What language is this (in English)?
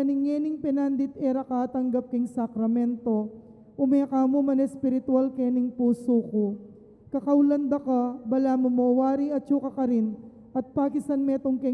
Pampanga